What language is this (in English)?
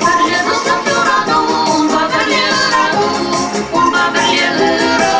Chuvash